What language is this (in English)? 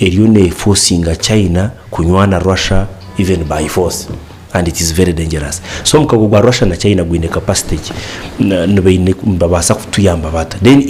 Nyankole